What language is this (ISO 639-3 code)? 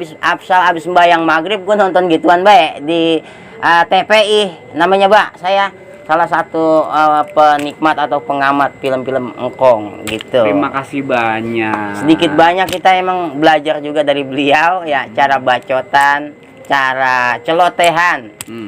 bew